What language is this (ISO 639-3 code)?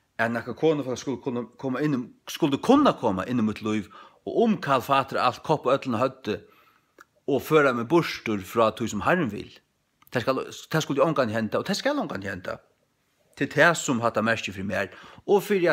fao